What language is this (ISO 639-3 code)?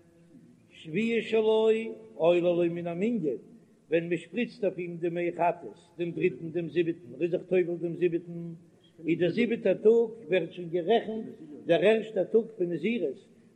yid